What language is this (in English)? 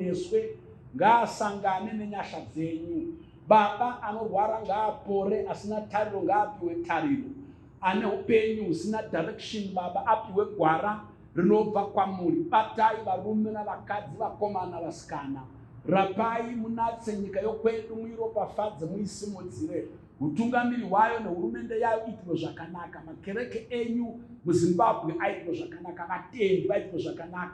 Shona